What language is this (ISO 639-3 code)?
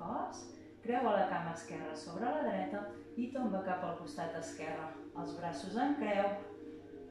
cat